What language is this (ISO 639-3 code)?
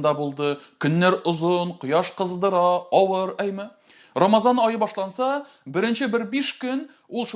tat